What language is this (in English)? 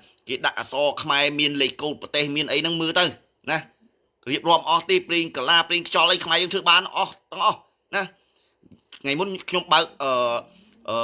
Khmer